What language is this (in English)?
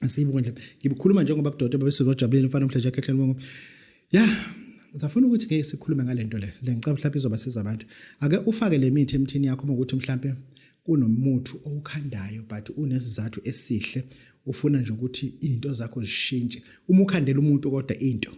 Zulu